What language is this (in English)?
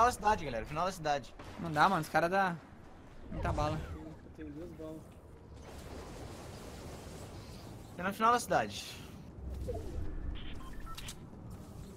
Portuguese